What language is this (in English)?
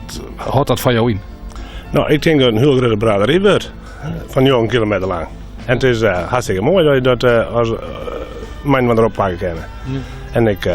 Western Frisian